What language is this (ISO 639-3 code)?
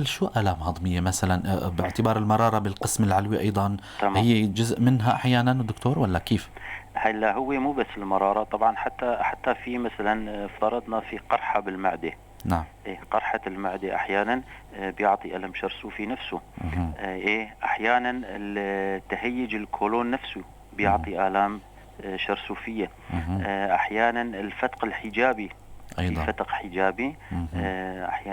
apc